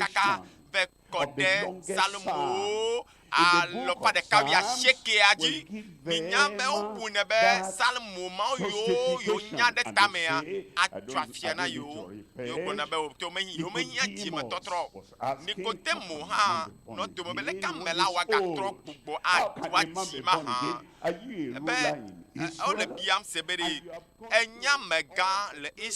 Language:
Ewe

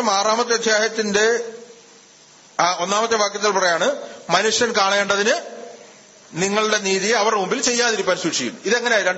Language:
Malayalam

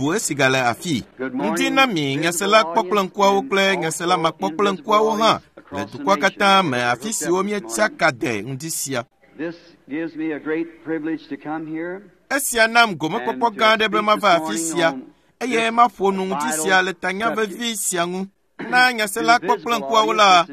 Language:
Ewe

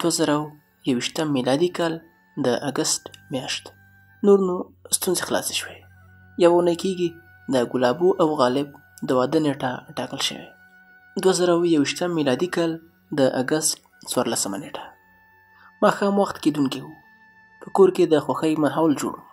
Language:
Pashto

